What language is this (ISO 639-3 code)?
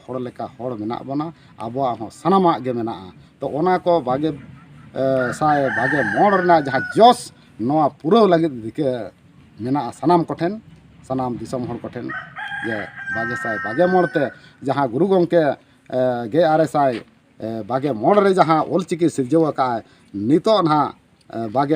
sat